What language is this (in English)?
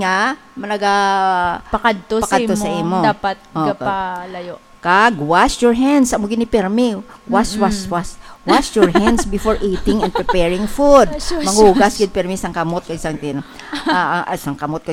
Hiligaynon